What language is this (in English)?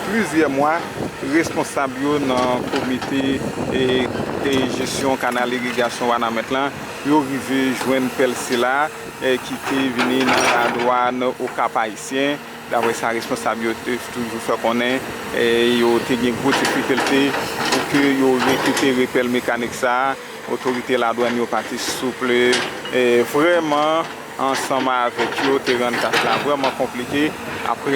Haitian Creole